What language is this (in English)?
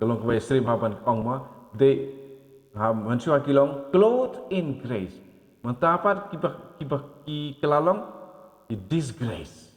Khasi